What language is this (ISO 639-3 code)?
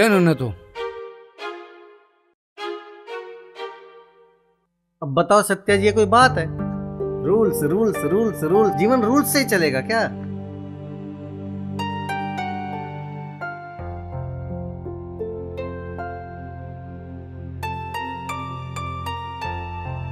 hin